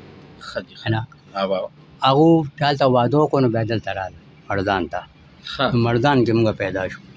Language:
Pashto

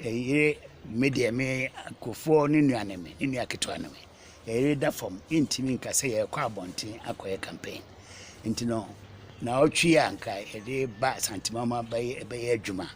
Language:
Akan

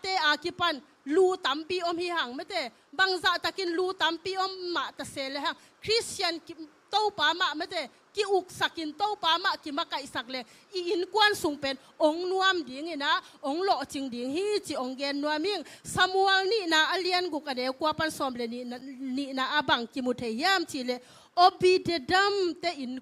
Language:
Tedim Chin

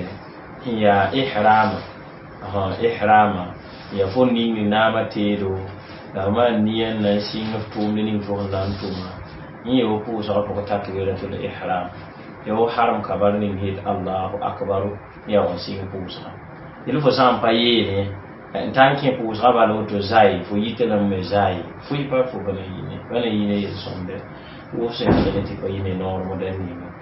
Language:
Mossi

